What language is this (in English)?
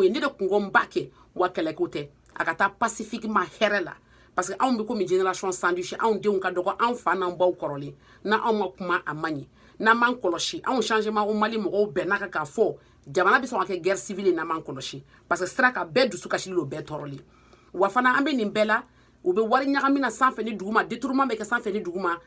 Bambara